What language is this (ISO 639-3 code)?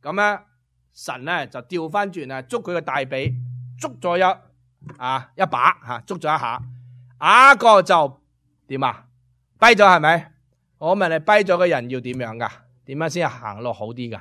yue